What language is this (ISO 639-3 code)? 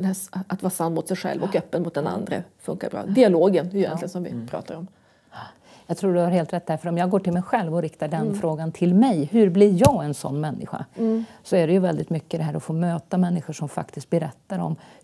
swe